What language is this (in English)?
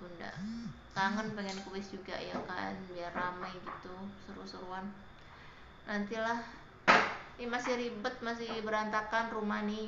Indonesian